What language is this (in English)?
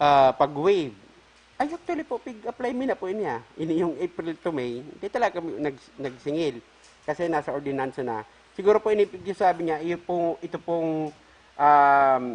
Bikol